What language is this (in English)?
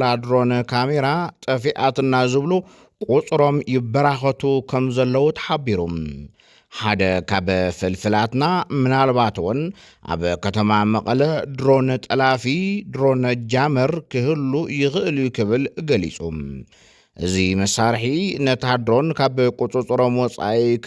Tigrinya